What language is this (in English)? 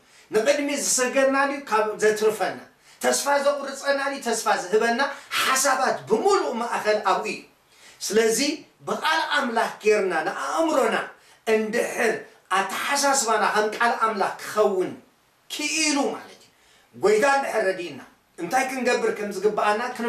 Tigrinya